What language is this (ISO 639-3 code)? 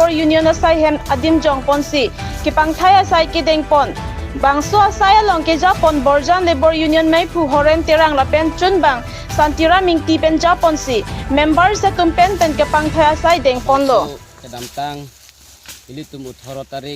mjw